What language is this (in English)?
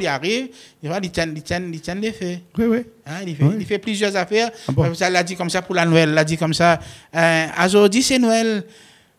Réunion Creole French